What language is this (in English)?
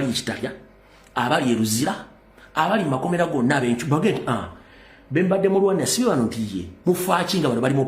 Ganda